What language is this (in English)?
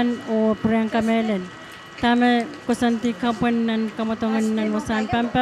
Pohnpeian